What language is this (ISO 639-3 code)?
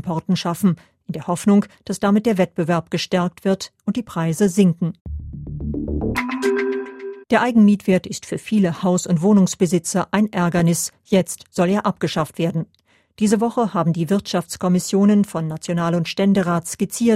deu